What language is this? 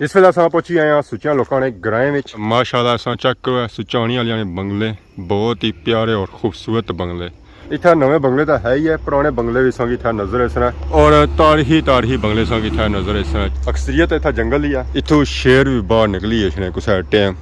Pahari-Potwari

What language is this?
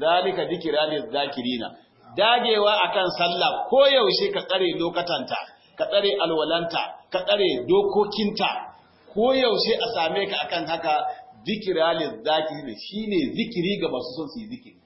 Hausa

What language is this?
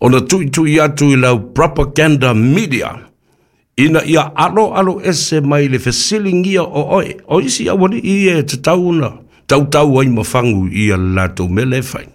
Samoan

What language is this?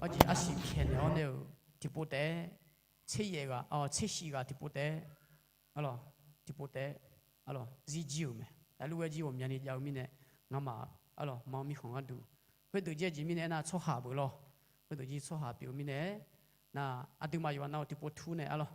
Akha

